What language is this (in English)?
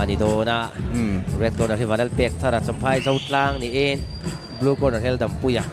Mizo